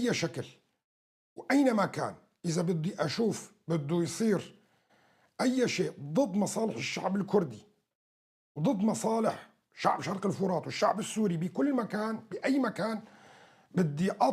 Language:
North Levantine Arabic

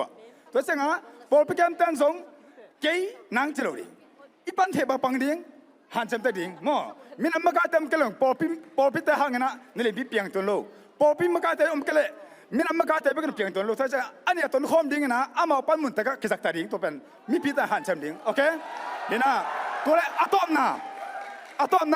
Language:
Tedim Chin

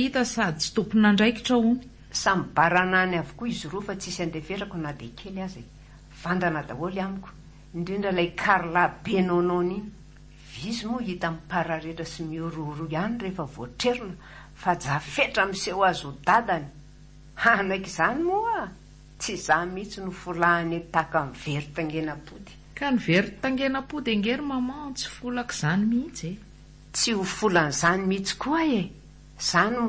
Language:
Malagasy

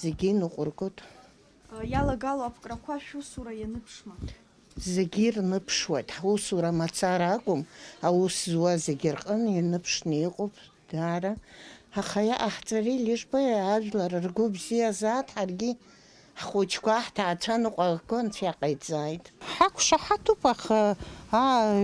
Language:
Abkhazian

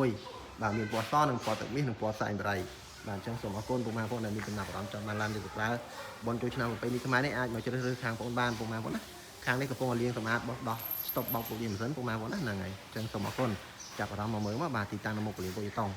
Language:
Khmer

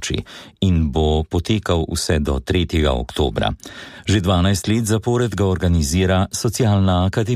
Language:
Slovenian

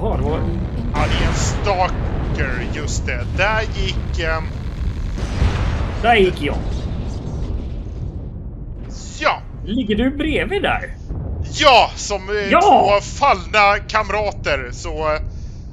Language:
Swedish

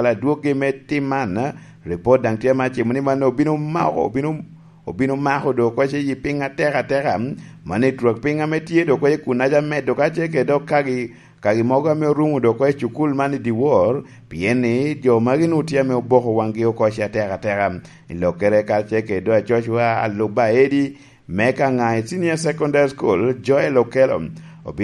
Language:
Lango (Uganda)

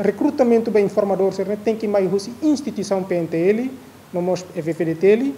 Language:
Tetum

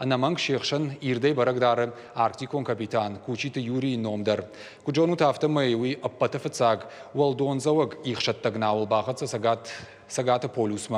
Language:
Ossetic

